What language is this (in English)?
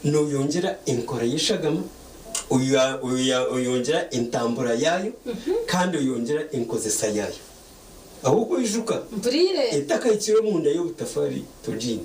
Nyankole